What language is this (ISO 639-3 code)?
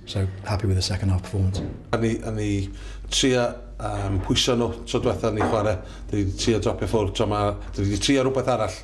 cym